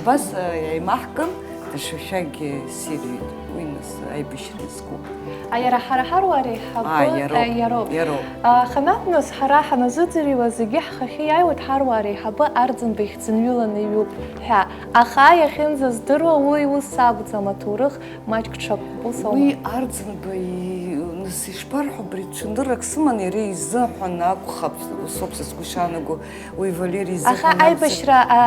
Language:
Abkhazian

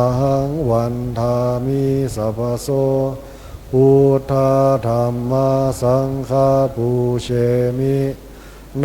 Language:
Pali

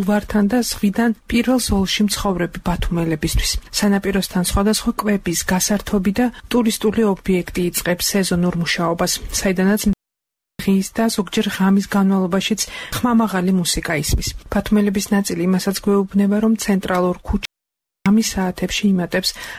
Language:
Georgian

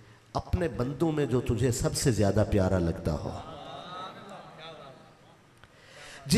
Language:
Urdu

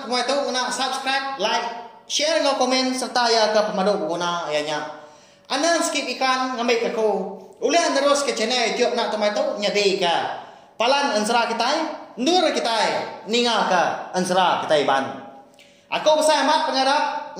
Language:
Iban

